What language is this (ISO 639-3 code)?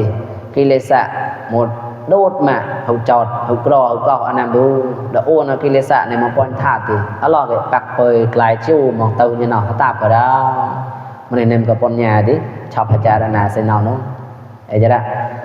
mnw